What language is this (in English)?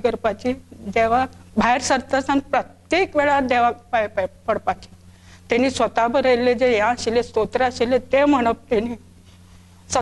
Konkani